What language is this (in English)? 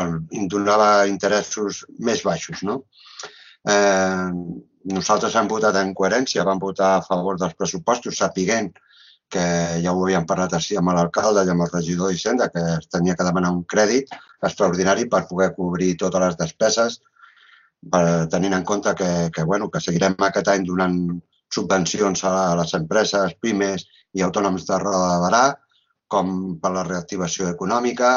Catalan